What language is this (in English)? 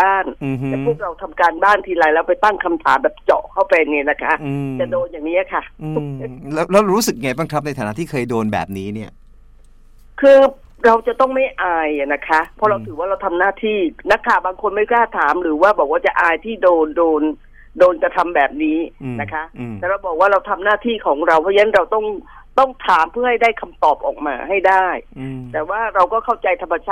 Thai